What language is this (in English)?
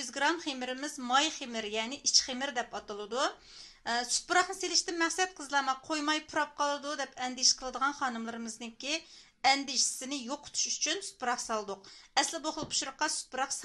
Uyghur